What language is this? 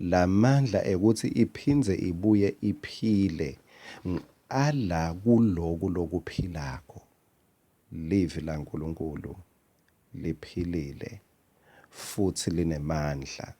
Swati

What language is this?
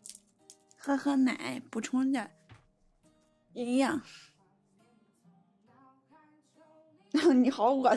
Chinese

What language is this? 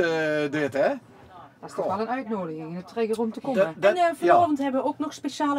Limburgish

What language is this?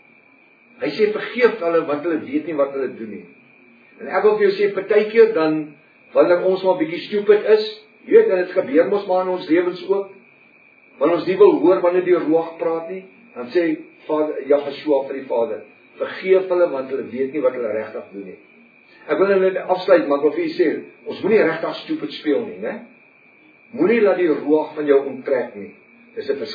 Afrikaans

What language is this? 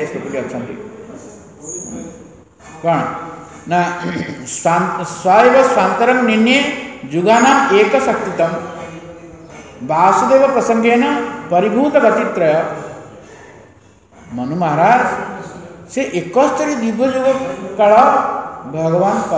Odia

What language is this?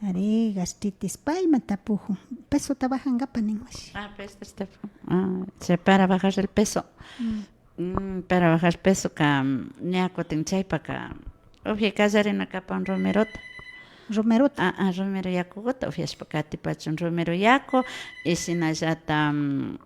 Imbabura Highland Quichua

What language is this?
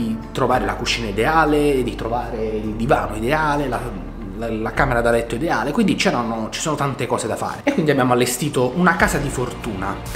Italian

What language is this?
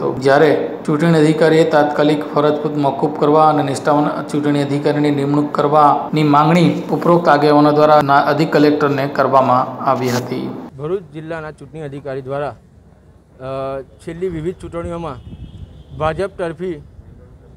Gujarati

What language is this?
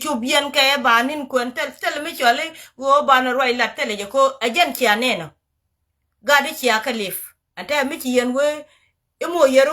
Nuer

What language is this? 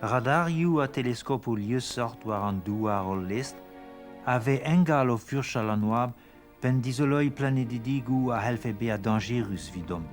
Breton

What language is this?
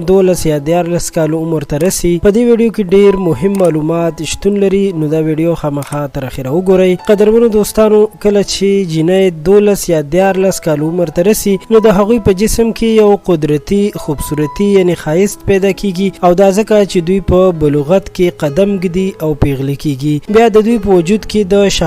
Pashto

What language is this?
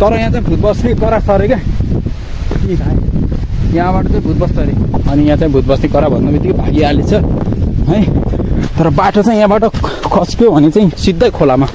Nepali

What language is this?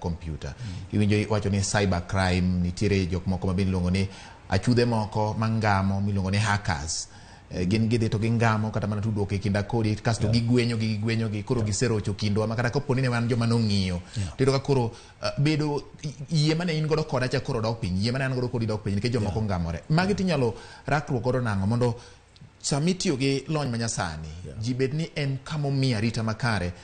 Luo (Kenya and Tanzania)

